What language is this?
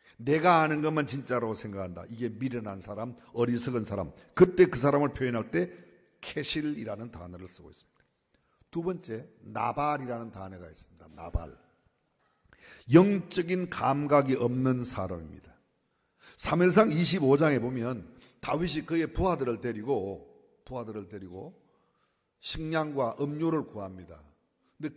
Korean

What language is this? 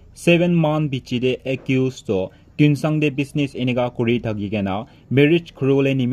Naga Pidgin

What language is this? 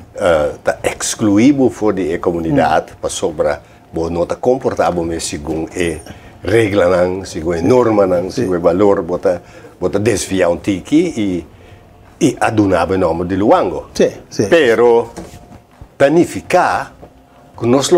Papiamento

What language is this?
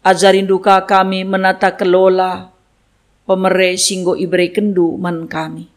Batak Karo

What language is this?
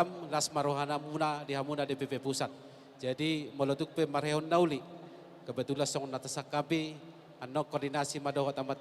Batak Toba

